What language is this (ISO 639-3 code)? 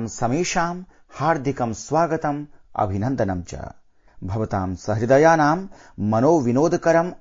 san